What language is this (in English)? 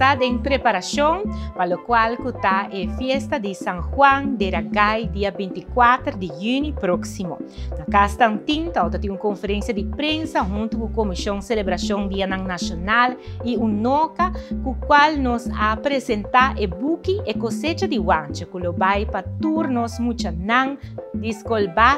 Papiamento